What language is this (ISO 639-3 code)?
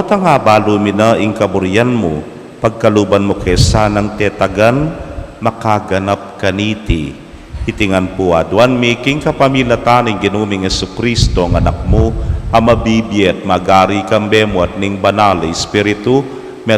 pam